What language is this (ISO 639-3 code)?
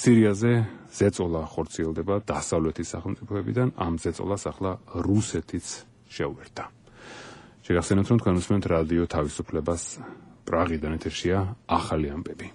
kat